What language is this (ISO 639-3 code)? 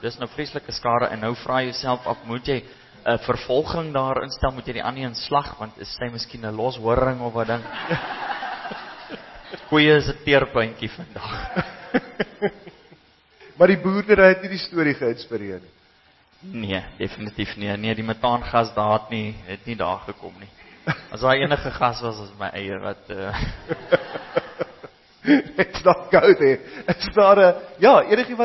afr